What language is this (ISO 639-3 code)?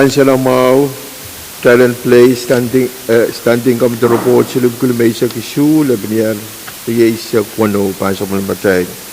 pon